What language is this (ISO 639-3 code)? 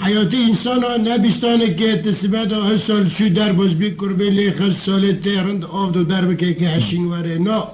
kur